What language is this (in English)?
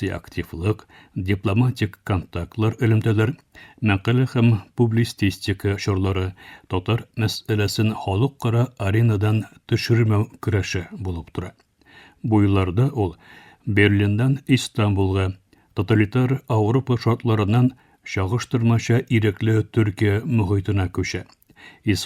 Tatar